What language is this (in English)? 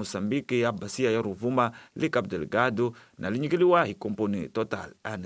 Tsonga